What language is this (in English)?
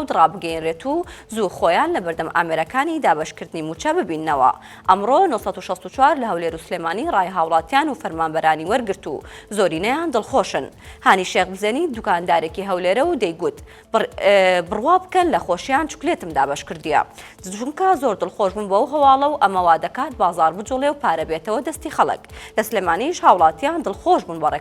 Central Kurdish